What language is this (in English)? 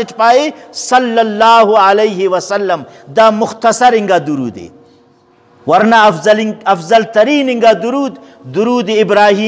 Brahui